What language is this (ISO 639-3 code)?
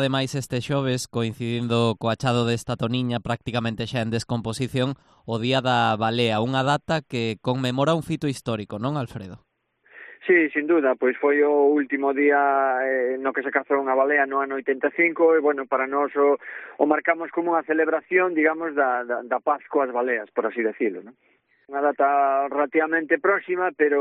glg